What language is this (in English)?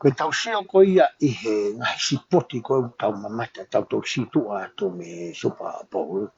Tongan